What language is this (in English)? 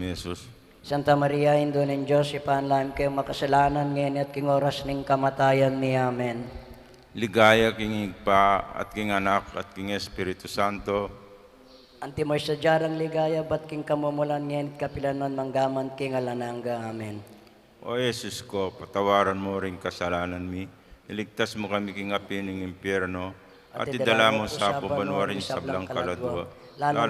Pampanga